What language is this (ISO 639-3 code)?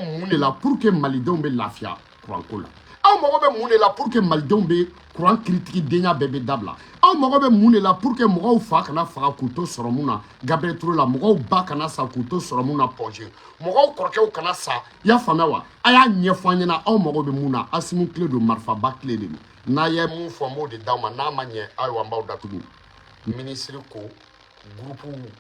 bam